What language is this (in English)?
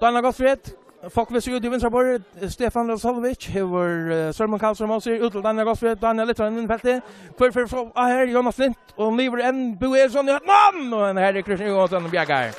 Faroese